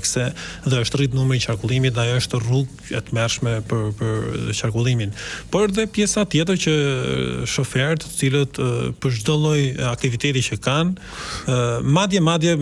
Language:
Albanian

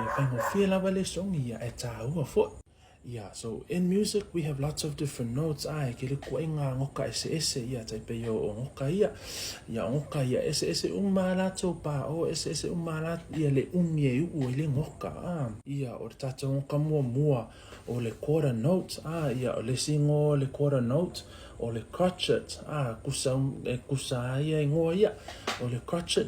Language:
Samoan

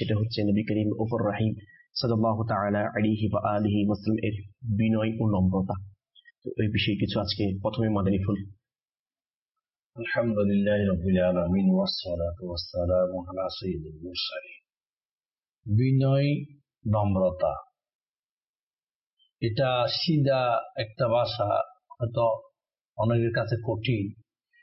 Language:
Bangla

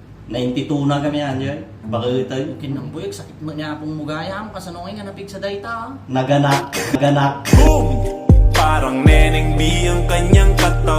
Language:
Iloko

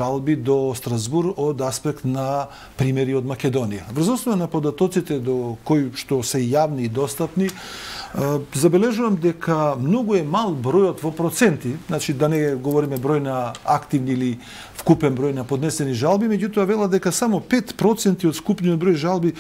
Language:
Macedonian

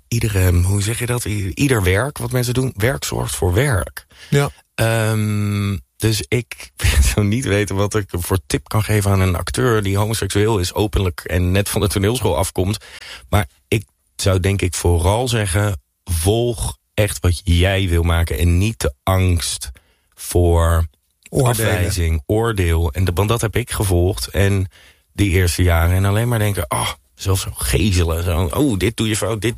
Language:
Dutch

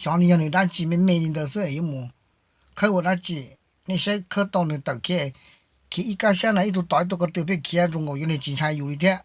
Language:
Hmong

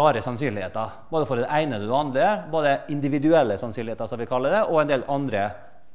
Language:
Norwegian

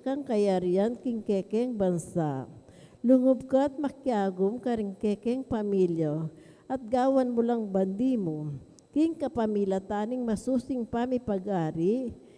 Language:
Pampanga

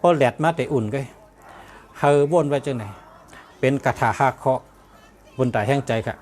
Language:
Shan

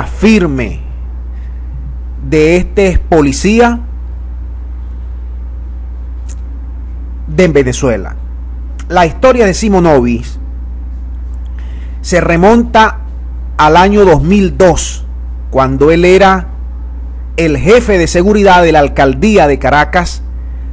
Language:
Spanish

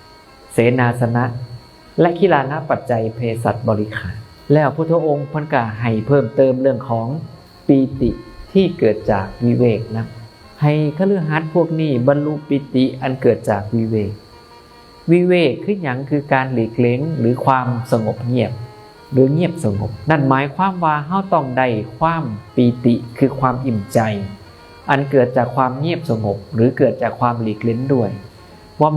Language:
Northeastern Thai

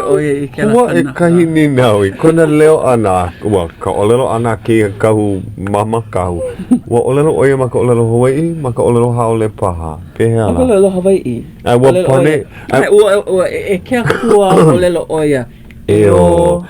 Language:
Hawaiian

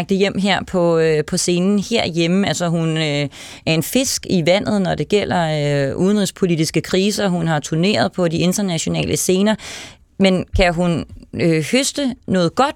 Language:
Danish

